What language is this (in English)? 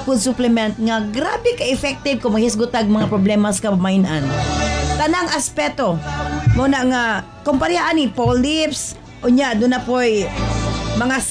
Cebuano